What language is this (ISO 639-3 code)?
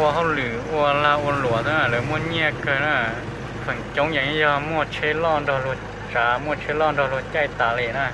hmn